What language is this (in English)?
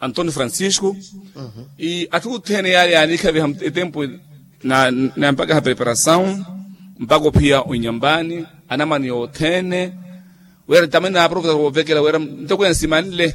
Makhuwa